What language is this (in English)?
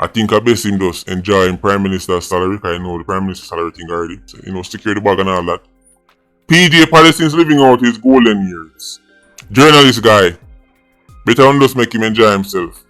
Jamaican Creole English